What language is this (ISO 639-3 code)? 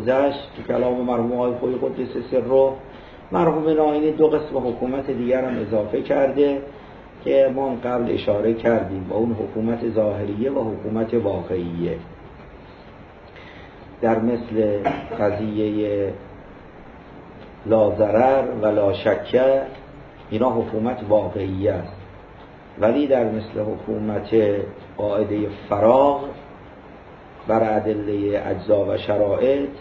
fas